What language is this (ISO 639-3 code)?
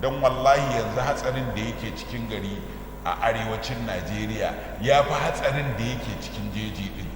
hau